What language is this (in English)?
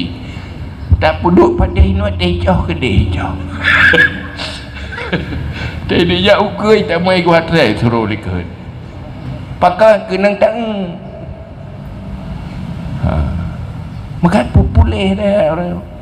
Malay